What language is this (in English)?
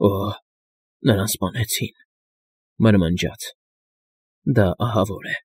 Armenian